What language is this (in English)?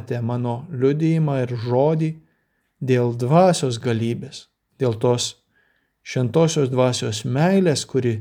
Lithuanian